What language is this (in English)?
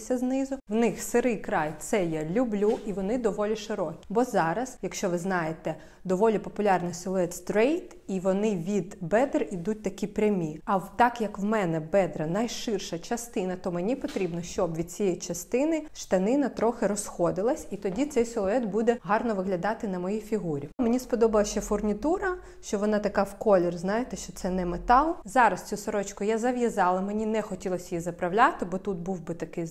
Ukrainian